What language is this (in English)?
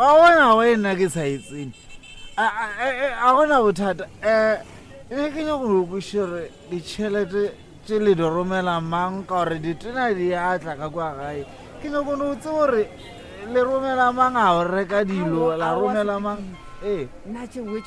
Northern Sotho